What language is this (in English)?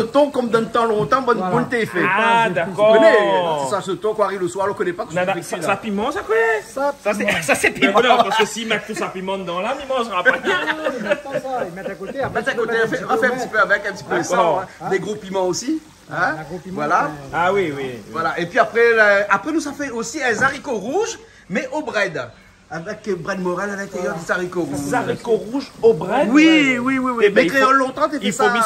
Réunion Creole French